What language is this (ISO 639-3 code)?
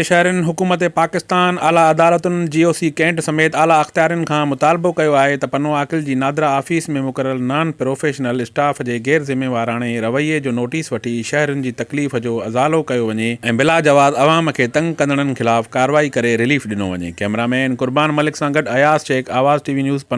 snd